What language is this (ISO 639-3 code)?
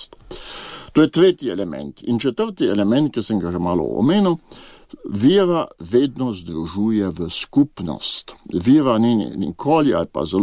slv